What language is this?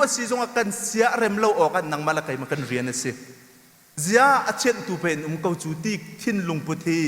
Hakha Chin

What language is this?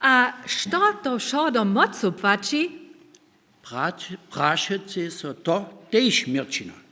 Upper Sorbian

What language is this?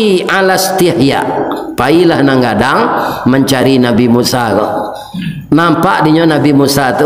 Minangkabau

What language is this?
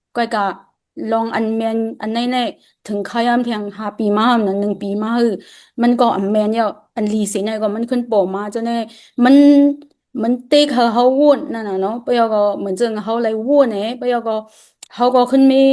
Shan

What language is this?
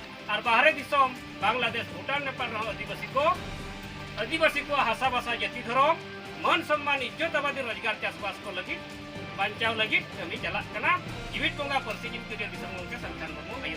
Santali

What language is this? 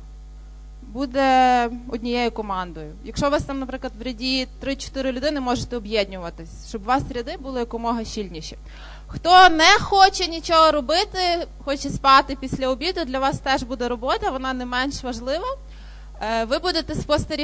Ukrainian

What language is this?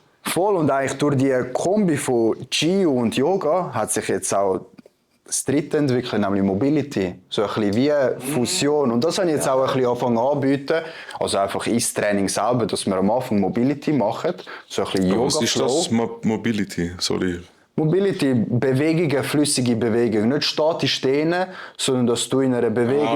Swiss German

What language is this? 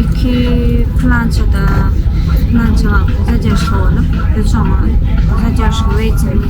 Turkmen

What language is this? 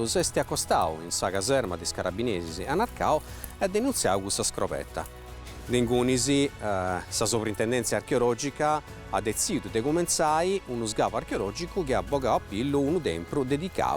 Sardinian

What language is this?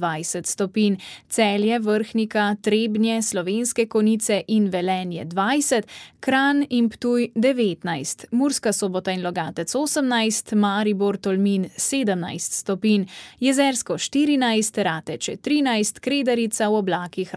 Slovenian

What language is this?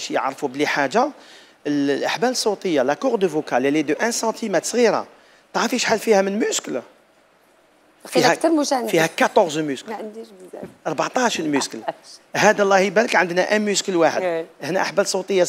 Algerian Arabic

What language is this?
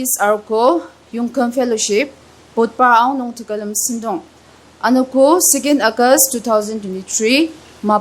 Ao Naga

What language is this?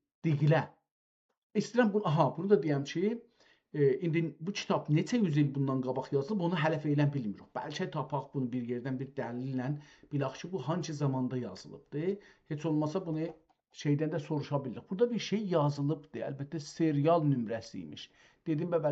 South Azerbaijani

